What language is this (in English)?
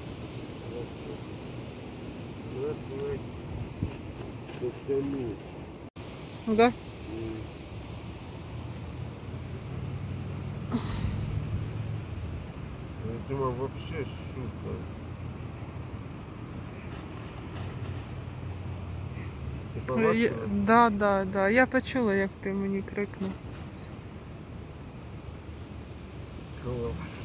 Ukrainian